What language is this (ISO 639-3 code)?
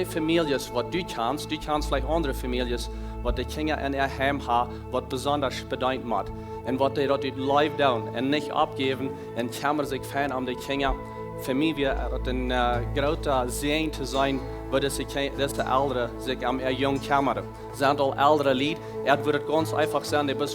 pdt